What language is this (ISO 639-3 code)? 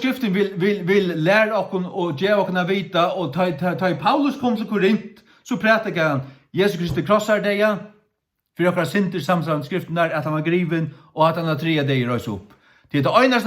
fao